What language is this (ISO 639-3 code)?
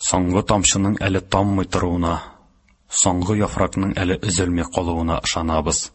tat